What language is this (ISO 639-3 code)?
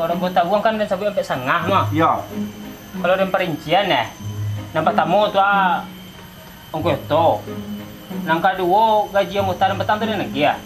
min